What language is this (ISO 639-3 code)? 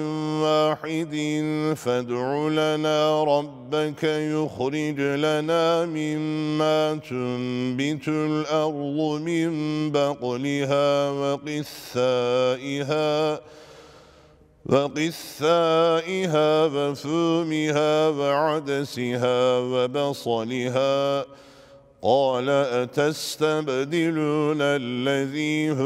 ara